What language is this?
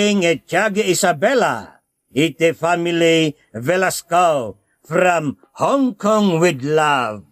Iloko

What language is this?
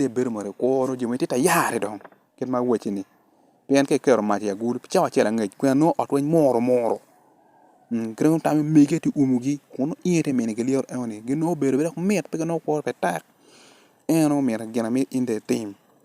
Acoli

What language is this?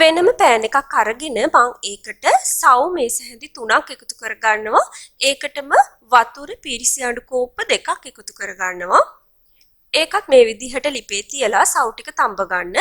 Sinhala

